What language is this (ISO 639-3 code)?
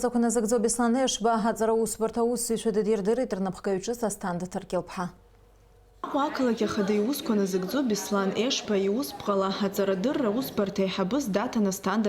abk